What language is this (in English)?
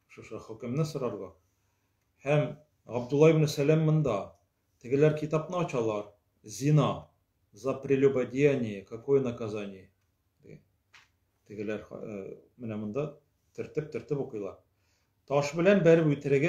Tatar